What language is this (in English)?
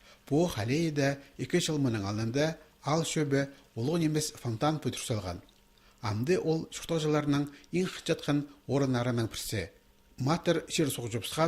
Khakas